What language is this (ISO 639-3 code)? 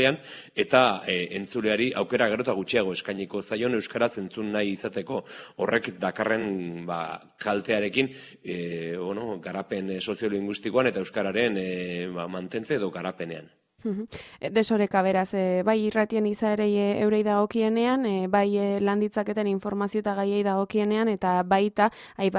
eus